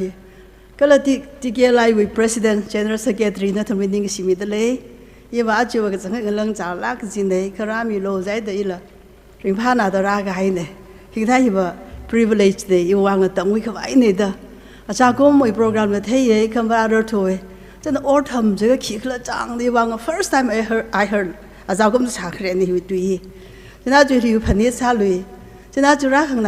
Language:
Tangkhul Naga (India)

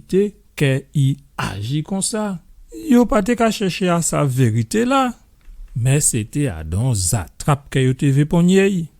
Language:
Guadeloupean Creole French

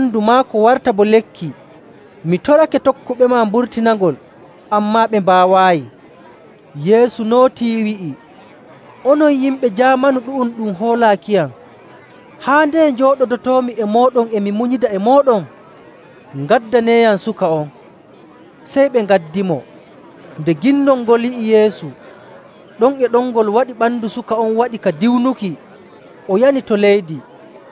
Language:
Nigerian Fulfulde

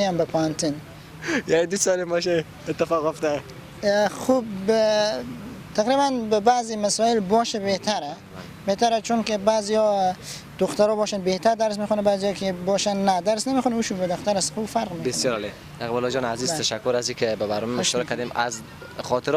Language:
Persian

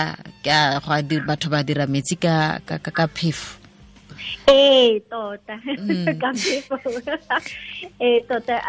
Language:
Tswana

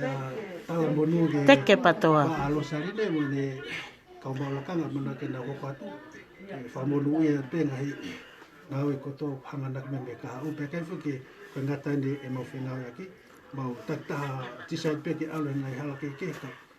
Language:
Tongan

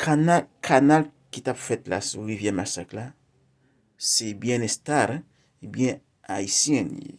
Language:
Haitian Creole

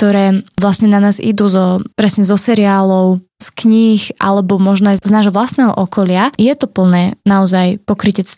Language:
Slovak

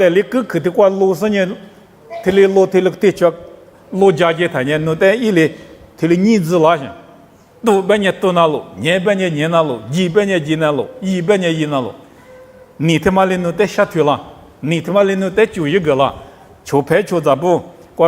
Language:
Lisu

